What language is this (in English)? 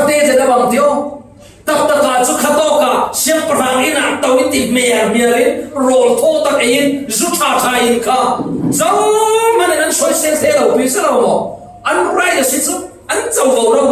Falam Chin